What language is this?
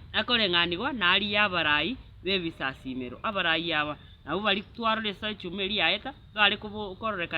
Gusii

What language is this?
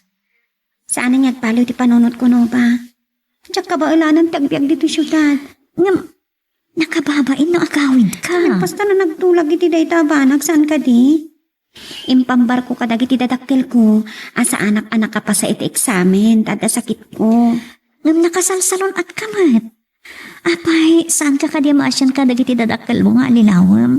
Iloko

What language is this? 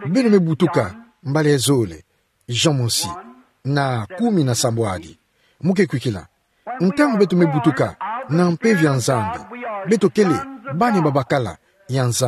Kituba (Democratic Republic of Congo)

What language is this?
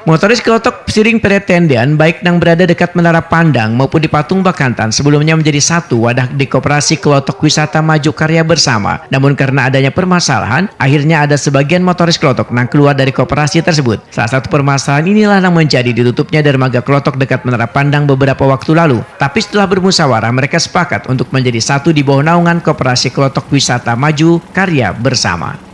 Banjar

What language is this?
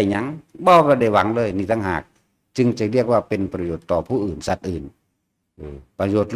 Northeastern Thai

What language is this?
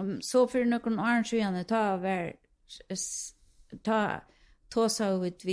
Faroese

